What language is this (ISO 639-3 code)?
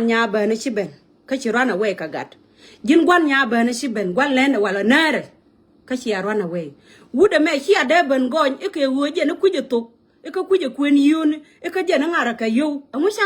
nus